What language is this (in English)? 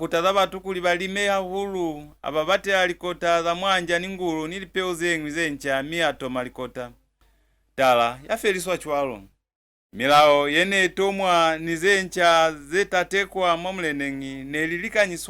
Lozi